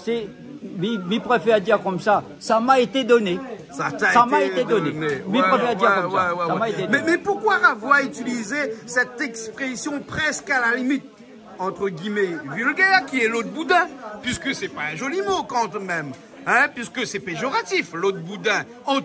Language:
Réunion Creole French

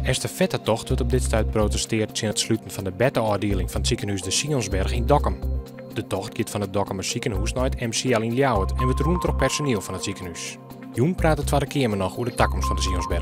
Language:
Western Frisian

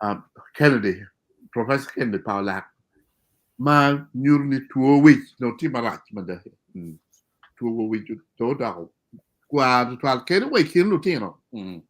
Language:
Acoli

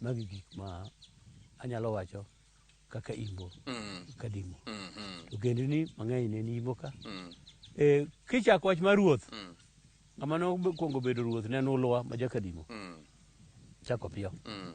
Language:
Luo (Kenya and Tanzania)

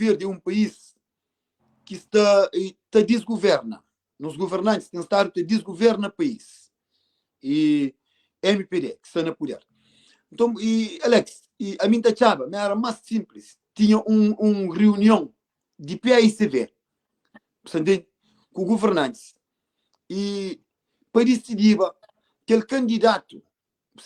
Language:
Kabuverdianu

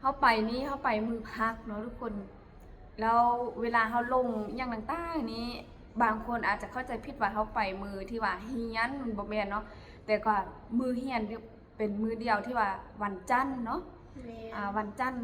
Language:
Lao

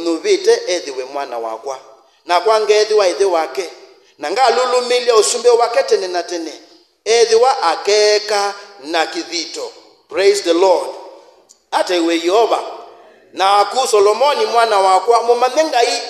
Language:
Kamba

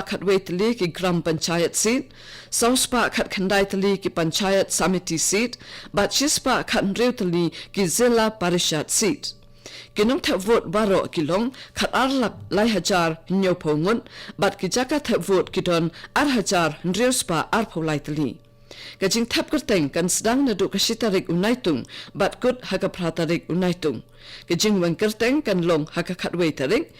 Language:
Khasi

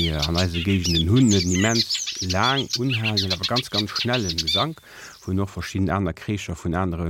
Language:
Luxembourgish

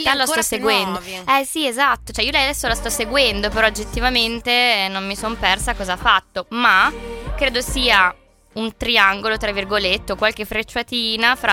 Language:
Italian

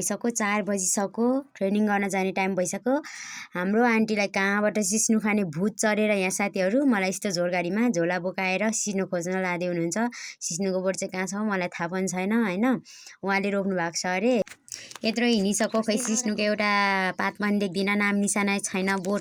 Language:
Nepali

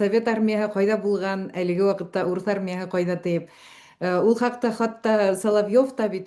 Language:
Bashkir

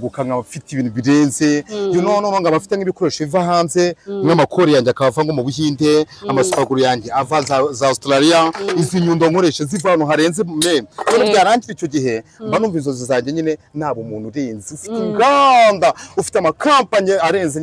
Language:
Kinyarwanda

